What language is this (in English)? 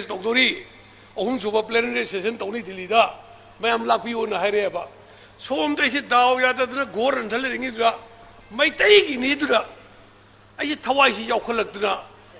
Manipuri